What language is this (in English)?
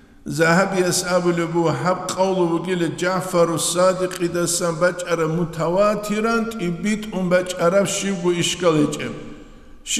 Avaric